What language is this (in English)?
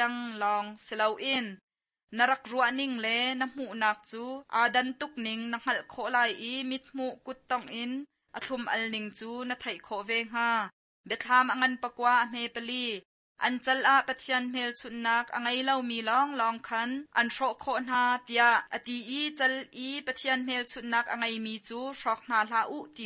Hakha Chin